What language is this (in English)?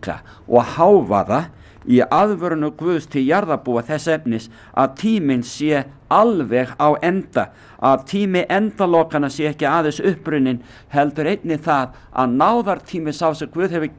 Icelandic